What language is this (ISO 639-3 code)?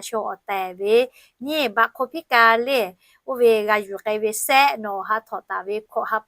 lhu